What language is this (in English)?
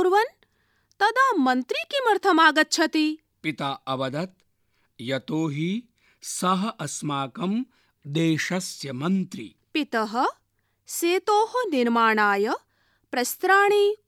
Sanskrit